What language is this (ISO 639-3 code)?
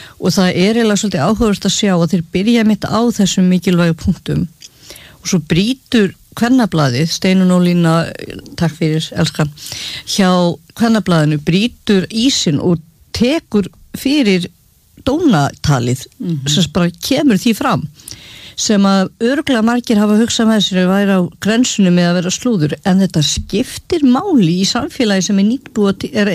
isl